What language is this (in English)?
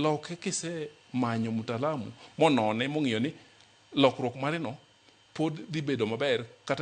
Luo (Kenya and Tanzania)